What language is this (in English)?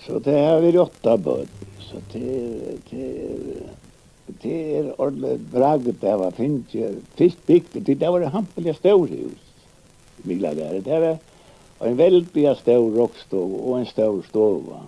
Faroese